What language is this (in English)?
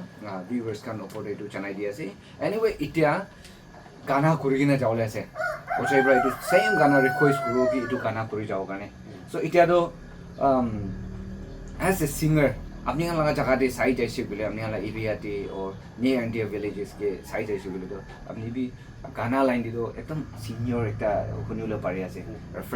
Naga Pidgin